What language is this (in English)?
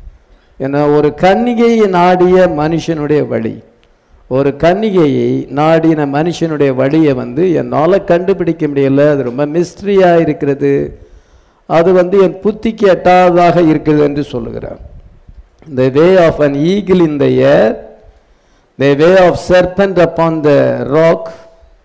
Tamil